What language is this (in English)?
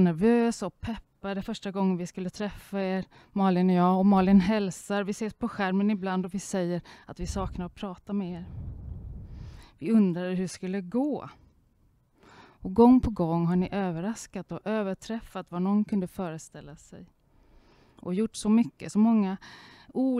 Swedish